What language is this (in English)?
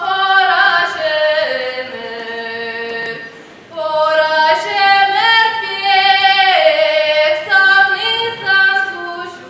Chuvash